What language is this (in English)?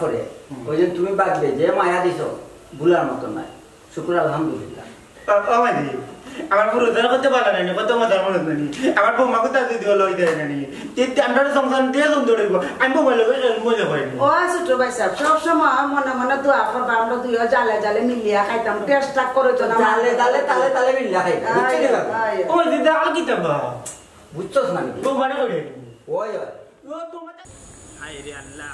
Sylheti